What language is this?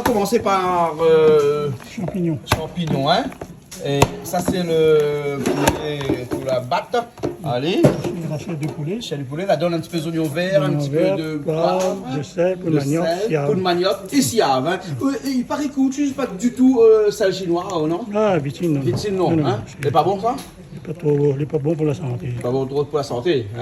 Réunion Creole French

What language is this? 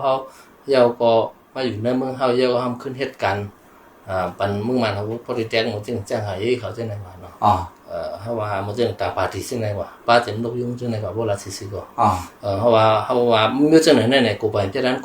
Shan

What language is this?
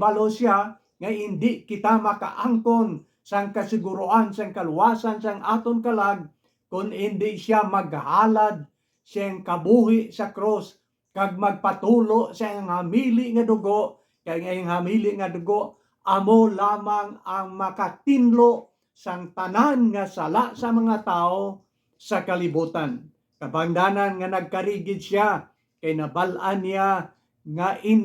Hiligaynon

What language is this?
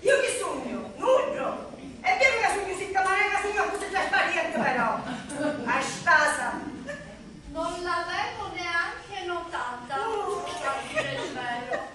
Sicilian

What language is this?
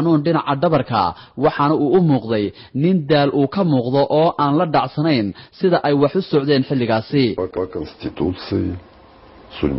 Somali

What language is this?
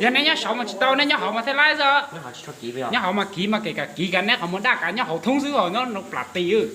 Hmong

